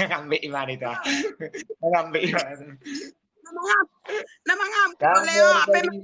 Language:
Batak Toba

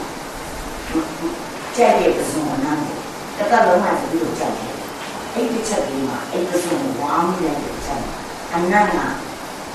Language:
Burmese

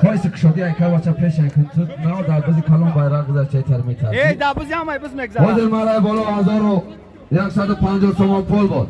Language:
Tajik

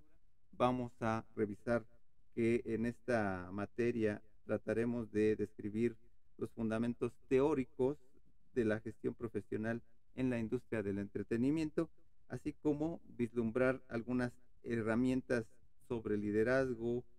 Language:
Spanish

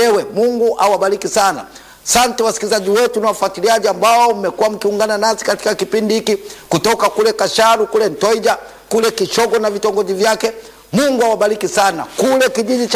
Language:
Swahili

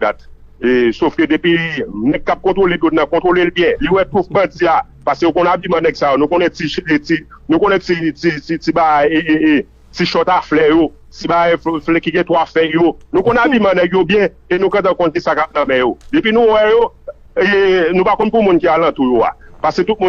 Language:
Haitian Creole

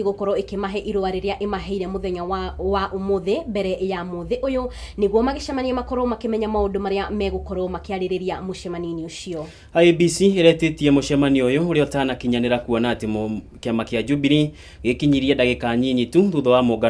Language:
Kikuyu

